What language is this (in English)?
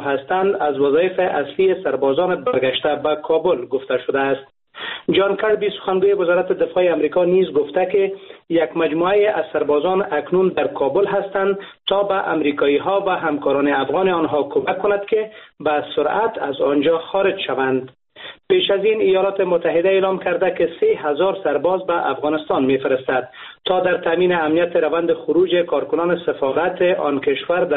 Persian